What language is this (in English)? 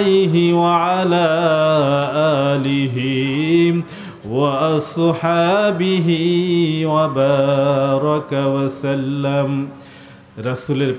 Bangla